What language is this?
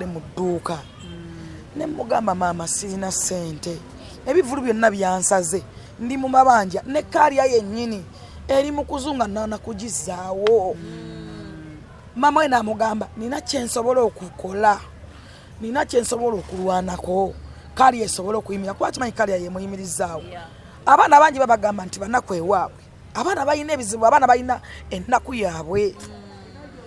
Ganda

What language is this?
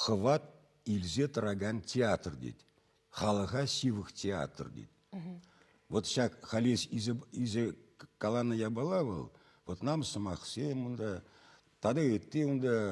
Chuvash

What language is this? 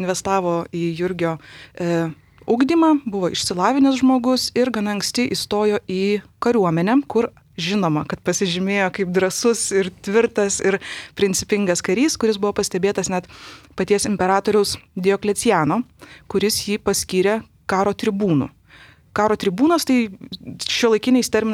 Lithuanian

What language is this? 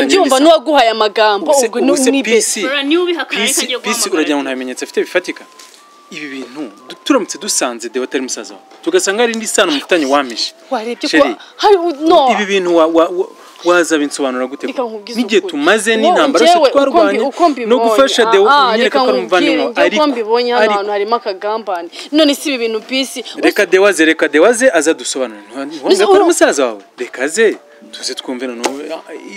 Kinyarwanda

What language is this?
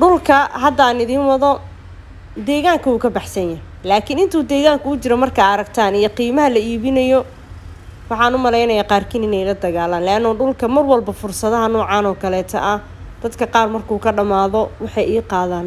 Somali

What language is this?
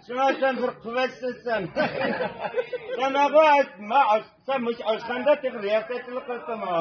Uyghur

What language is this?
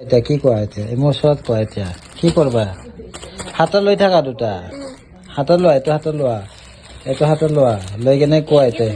Assamese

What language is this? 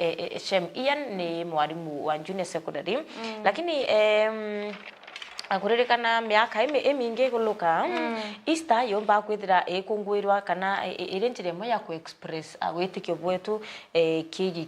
Meru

